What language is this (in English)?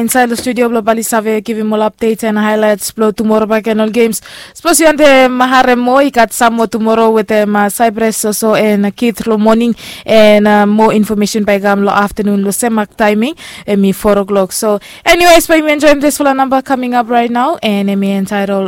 Bislama